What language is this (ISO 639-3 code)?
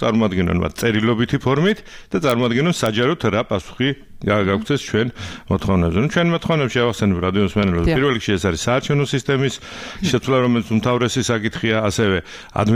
kat